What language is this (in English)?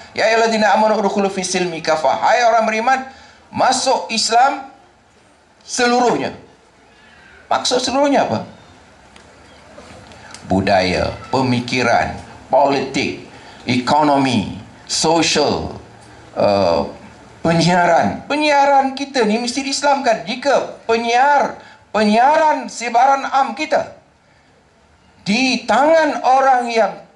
Malay